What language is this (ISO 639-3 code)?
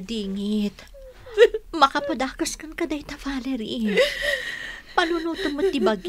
ilo